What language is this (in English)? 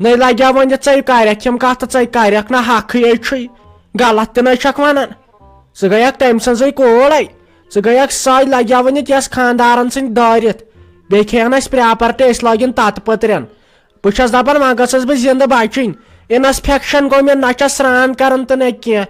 Kashmiri